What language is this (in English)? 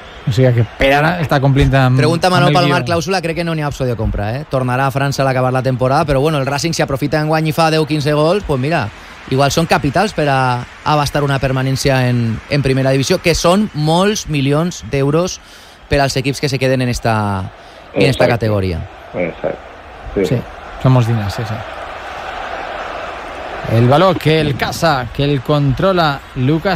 Catalan